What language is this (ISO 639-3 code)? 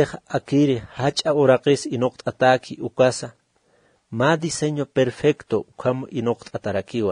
aym